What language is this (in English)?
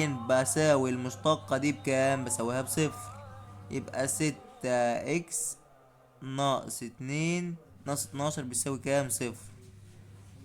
Egyptian Arabic